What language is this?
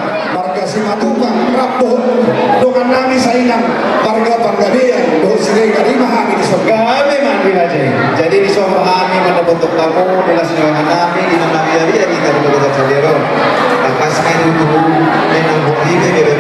Batak Toba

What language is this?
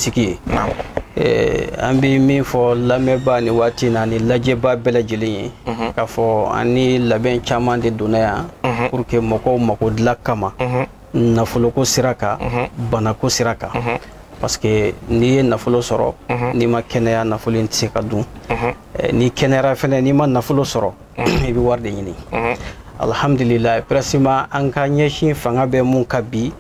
Bambara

